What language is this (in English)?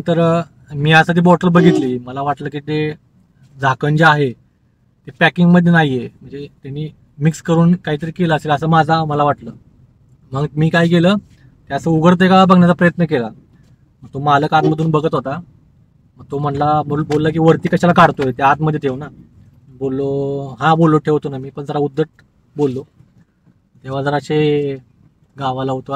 Marathi